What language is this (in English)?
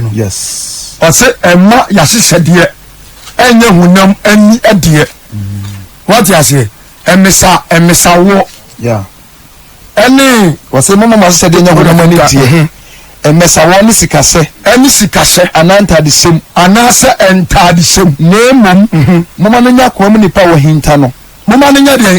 Akan